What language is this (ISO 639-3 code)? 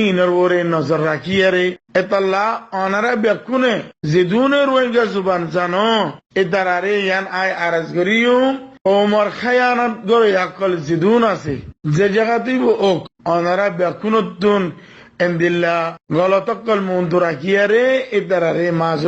rhg